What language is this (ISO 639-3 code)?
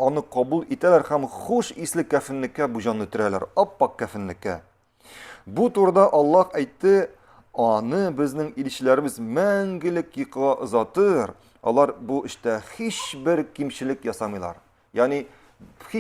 tat